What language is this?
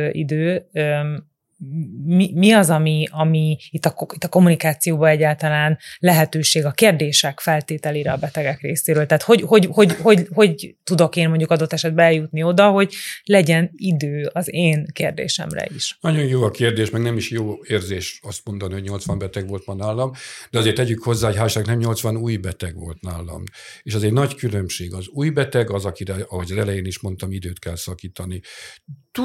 Hungarian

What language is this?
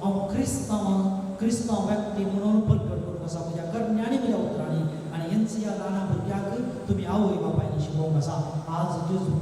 Konkani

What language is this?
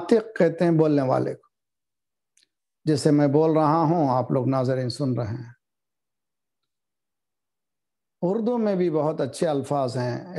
Urdu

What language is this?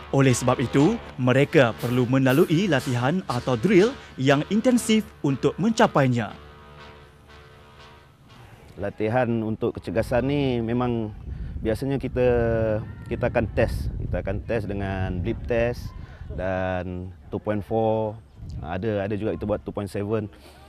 Malay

